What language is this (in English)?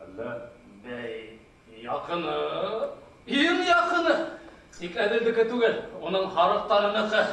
Bashkir